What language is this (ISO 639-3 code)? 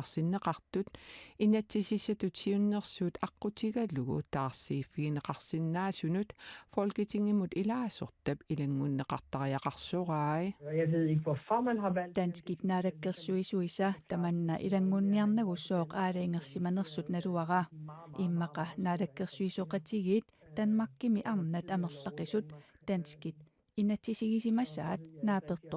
kal